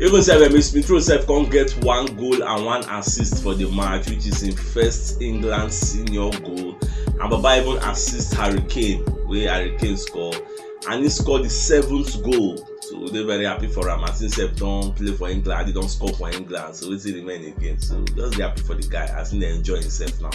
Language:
Nigerian Pidgin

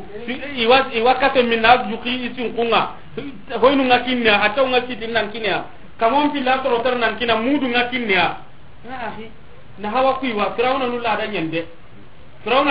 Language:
Soninke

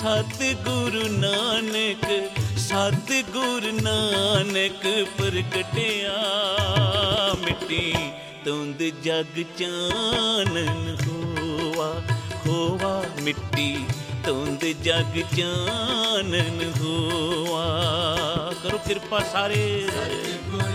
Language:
Punjabi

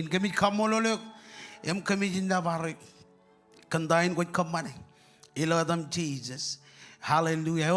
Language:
Marshallese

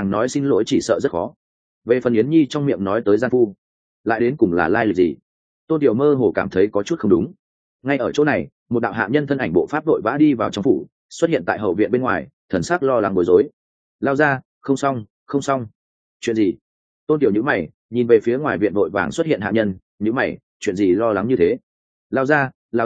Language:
Vietnamese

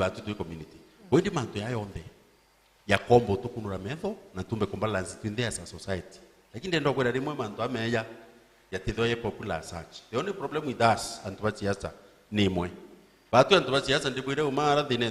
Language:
Meru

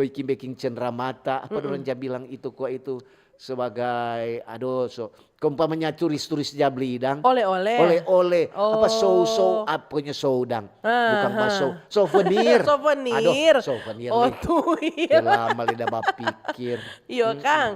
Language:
Manado Malay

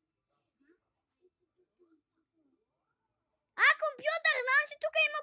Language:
Bulgarian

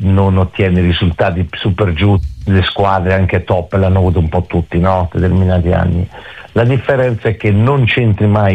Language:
Italian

